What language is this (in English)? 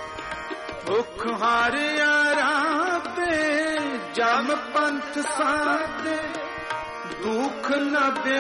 Punjabi